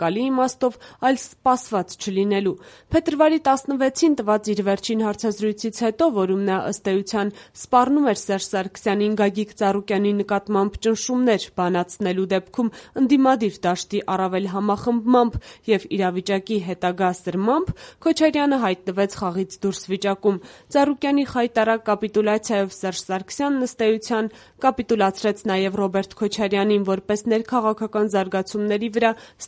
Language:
Armenian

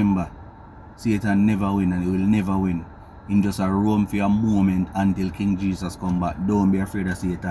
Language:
Jamaican Creole English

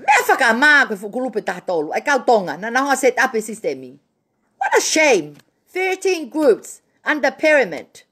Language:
Tongan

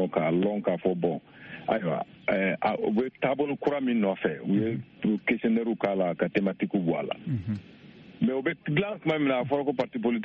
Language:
Bambara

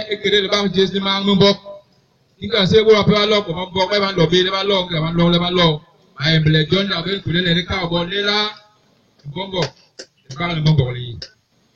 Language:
Basaa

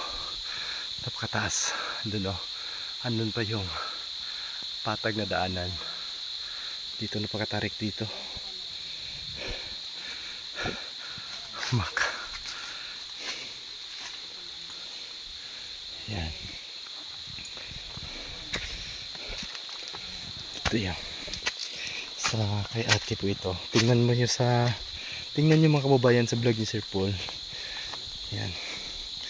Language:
Filipino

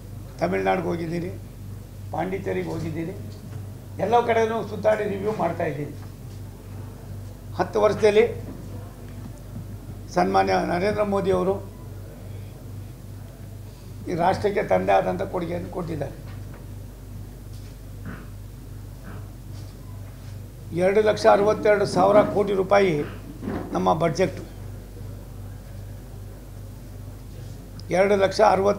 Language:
Kannada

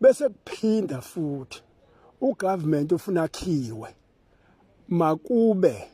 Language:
Zulu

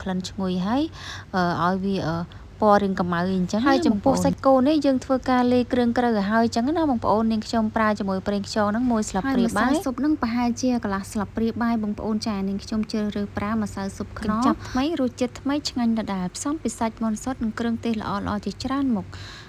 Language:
Khmer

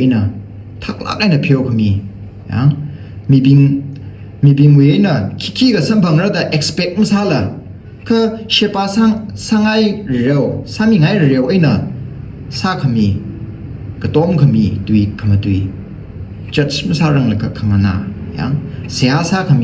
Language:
Tangkhul Naga (India)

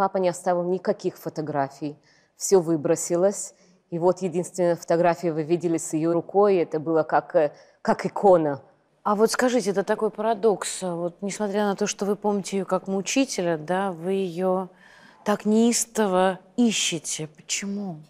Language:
Russian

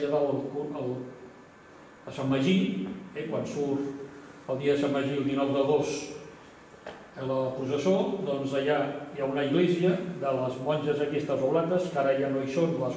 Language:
Catalan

